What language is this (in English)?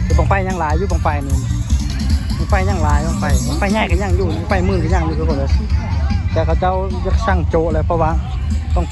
Lao